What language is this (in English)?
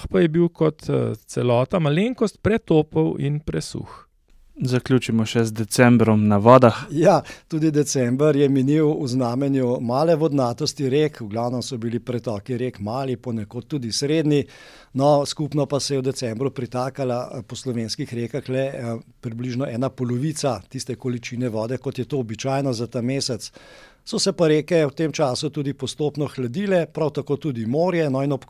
Slovenian